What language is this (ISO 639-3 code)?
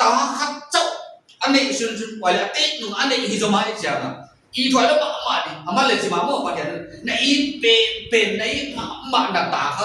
pck